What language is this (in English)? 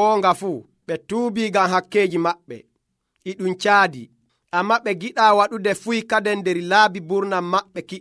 Nigerian Fulfulde